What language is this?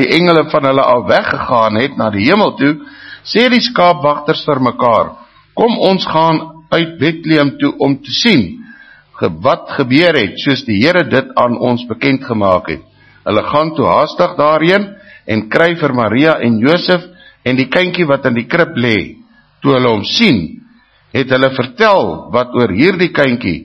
Afrikaans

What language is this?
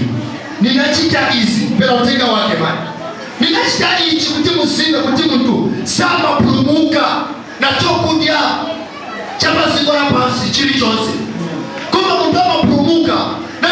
Nyanja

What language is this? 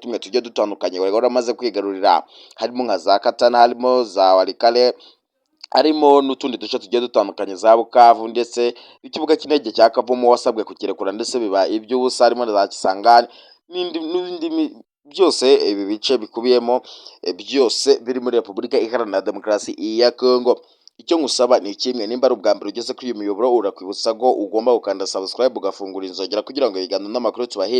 Kinyarwanda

